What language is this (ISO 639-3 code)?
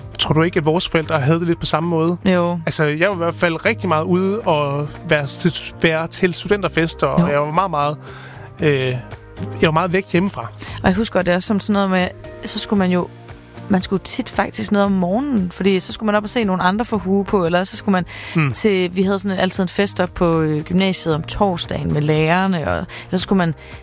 dan